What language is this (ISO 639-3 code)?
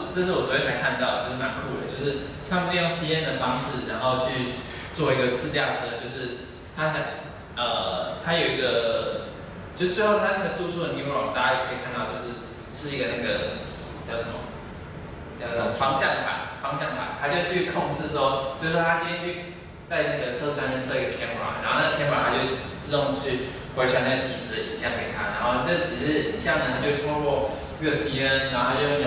zho